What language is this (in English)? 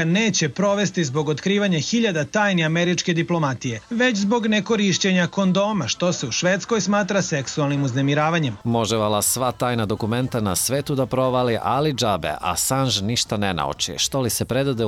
Serbian